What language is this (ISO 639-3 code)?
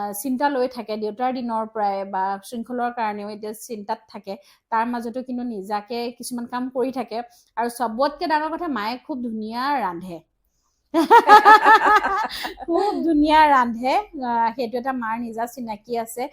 asm